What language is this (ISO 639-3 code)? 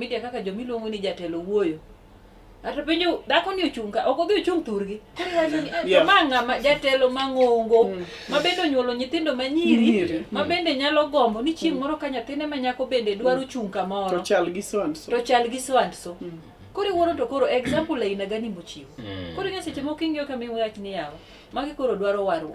luo